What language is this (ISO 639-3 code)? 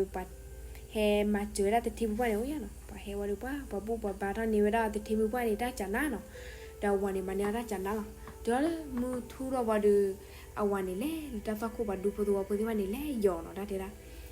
ksw